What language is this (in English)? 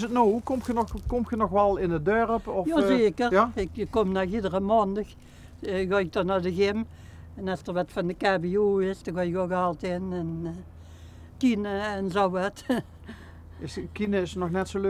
Limburgish